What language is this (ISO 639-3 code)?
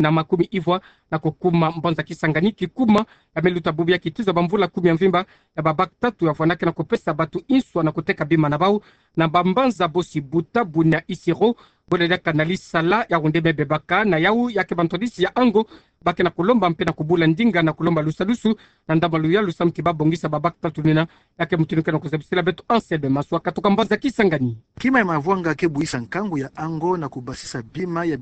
ktu